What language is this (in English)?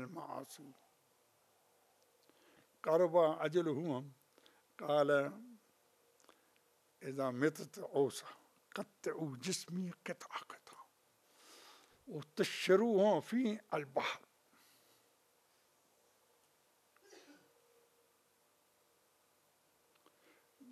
Arabic